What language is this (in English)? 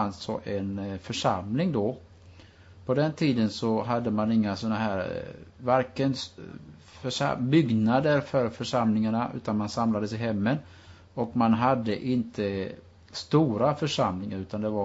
Swedish